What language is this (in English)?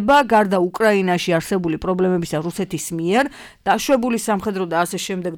Georgian